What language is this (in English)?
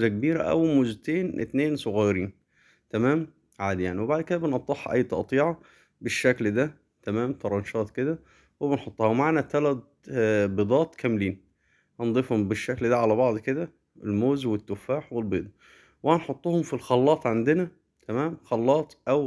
Egyptian Arabic